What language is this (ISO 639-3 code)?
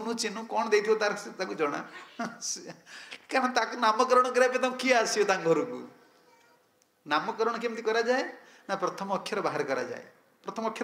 ori